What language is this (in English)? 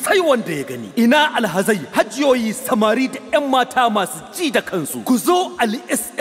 Hausa